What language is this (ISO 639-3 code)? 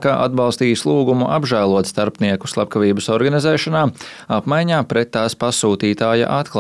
lav